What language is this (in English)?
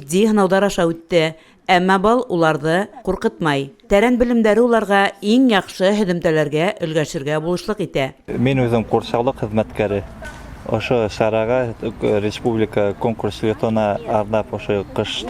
Bashkir